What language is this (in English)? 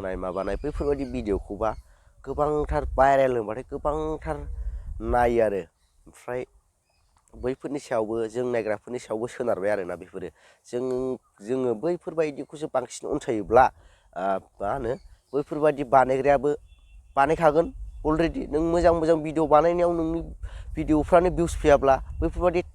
Bodo